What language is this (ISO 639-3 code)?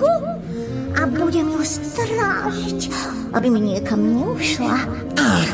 slk